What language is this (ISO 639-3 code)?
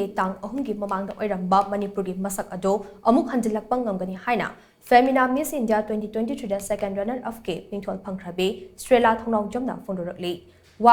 mni